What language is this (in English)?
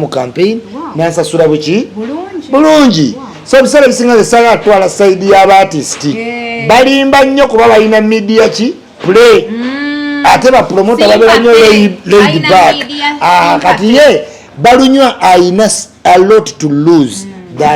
Ganda